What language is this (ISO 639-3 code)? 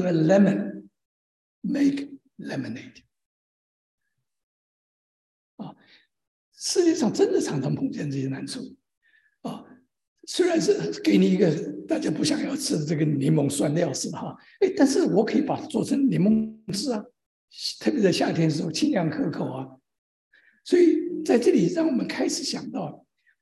zho